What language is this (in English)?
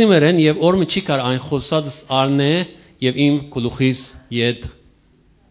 Western Armenian